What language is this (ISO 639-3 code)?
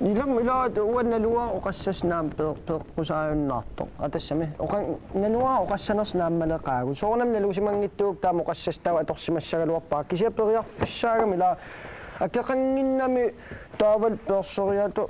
kal